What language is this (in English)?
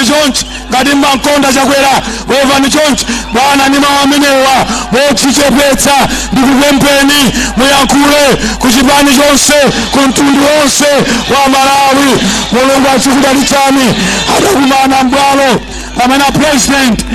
Nyanja